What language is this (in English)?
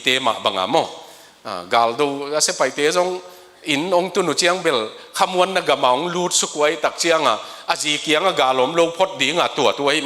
Tedim Chin